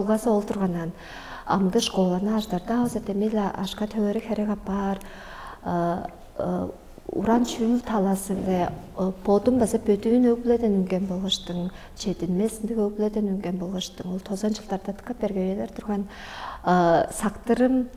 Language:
Tuvinian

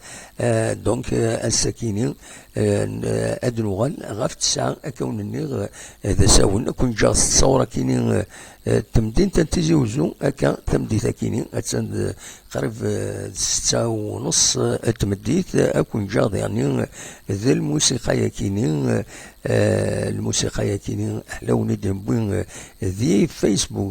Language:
Kabyle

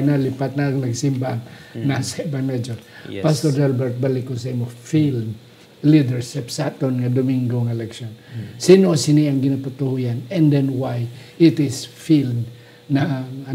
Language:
Hiligaynon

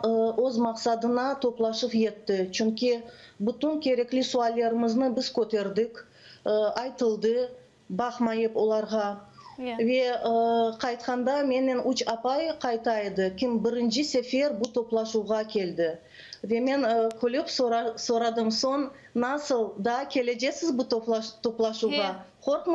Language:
Crimean Tatar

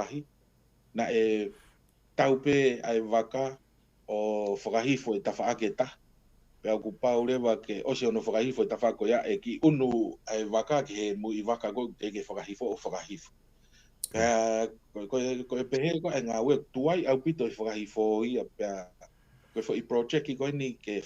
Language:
Tongan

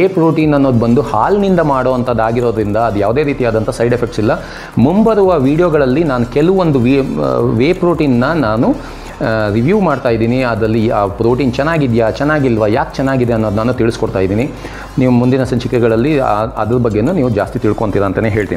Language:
Kannada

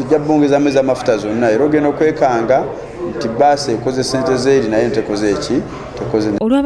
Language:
Ganda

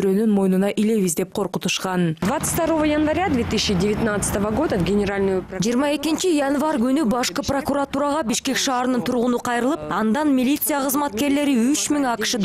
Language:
Kyrgyz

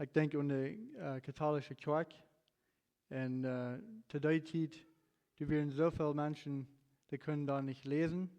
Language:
Plautdietsch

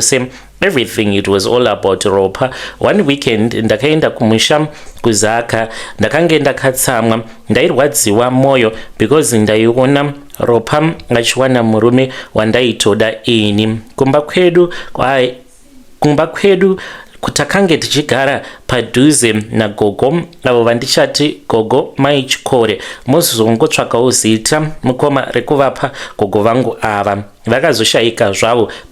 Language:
Shona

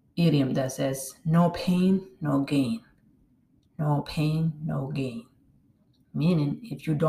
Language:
English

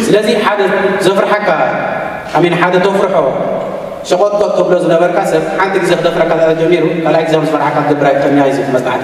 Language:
Tigrinya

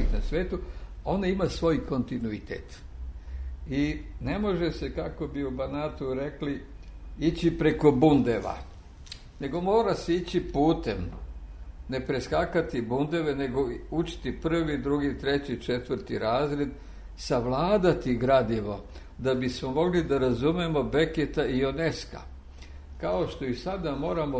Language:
Serbian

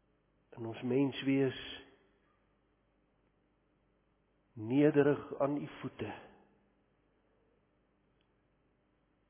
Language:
Afrikaans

